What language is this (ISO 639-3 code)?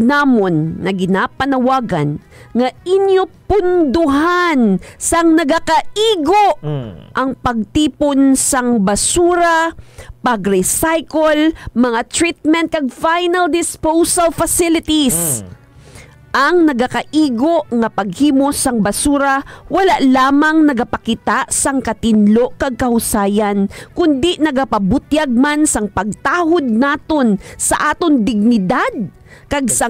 hil